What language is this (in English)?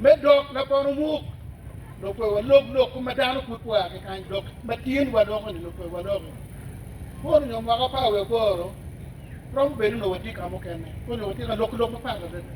Acoli